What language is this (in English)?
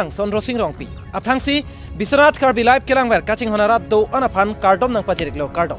Karbi